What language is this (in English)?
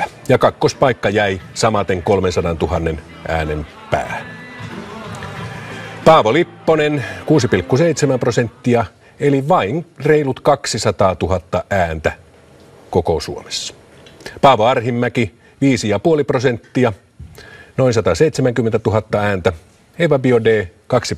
Finnish